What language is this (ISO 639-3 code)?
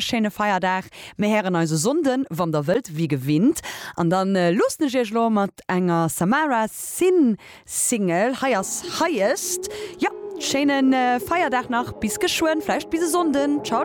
ltz